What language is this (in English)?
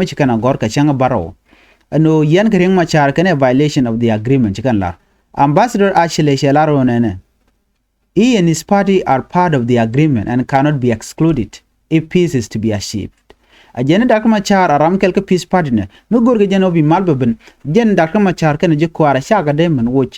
Nuer